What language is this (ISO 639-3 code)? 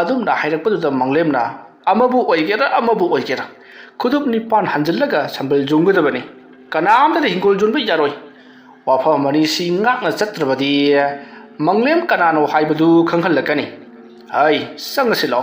mni